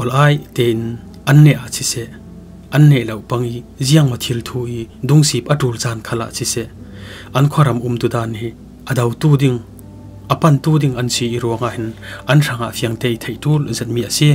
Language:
Falam Chin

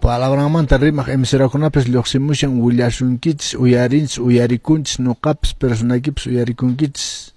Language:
Quechua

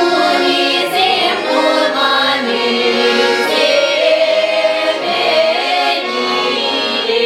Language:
Chuvash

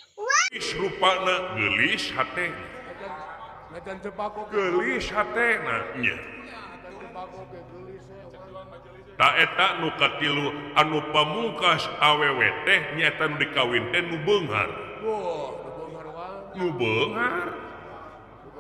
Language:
Sundanese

